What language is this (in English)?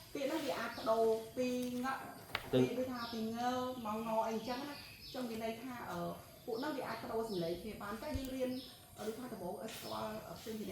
Khmer